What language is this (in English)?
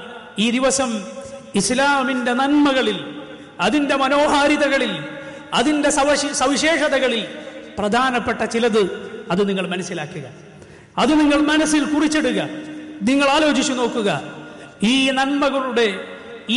Malayalam